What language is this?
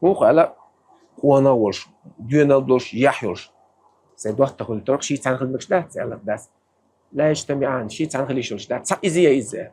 Chechen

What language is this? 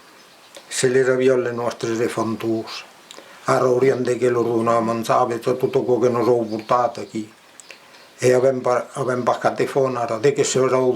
Occitan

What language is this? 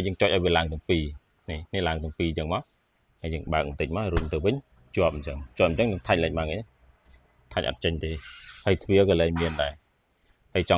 Khmer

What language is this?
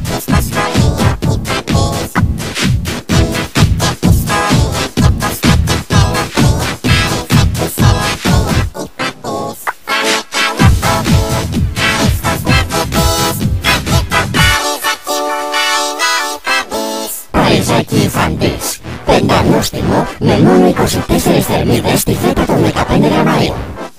Greek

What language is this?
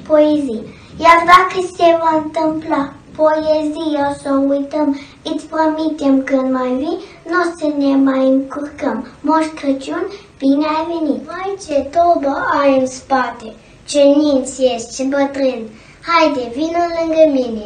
Romanian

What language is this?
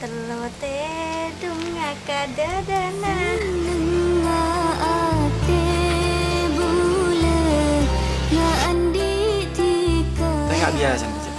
Madurese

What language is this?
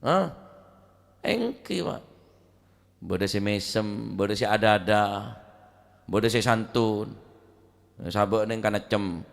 Madurese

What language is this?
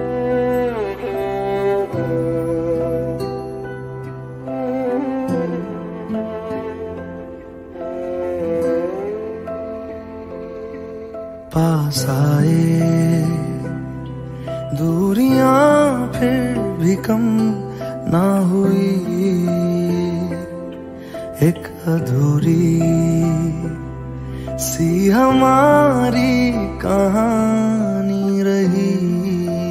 Hindi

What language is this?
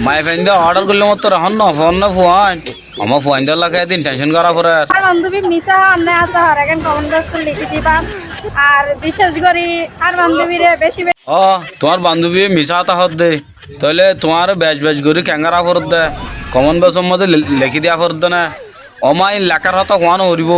Rohingya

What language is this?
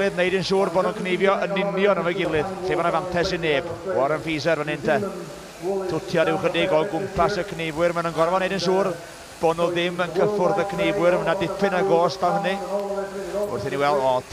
Welsh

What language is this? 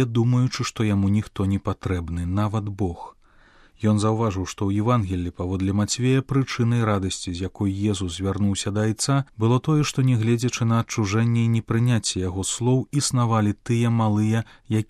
Belarusian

